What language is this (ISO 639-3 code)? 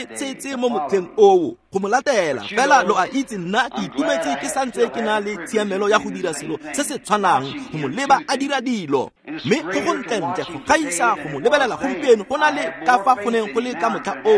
tsn